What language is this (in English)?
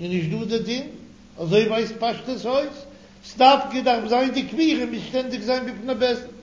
Yiddish